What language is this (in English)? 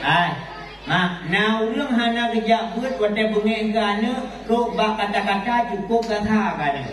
Achinese